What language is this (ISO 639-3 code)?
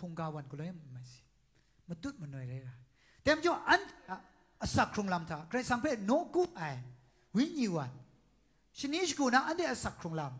kac